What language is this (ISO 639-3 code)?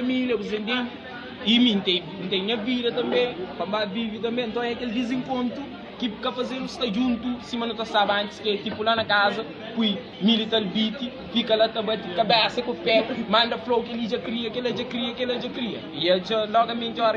kea